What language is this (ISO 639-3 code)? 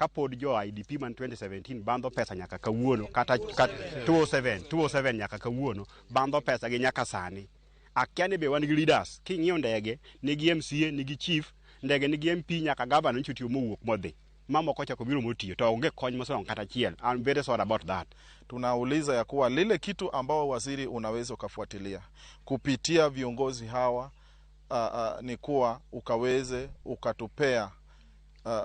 luo